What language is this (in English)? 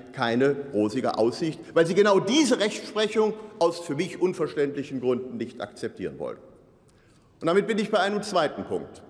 German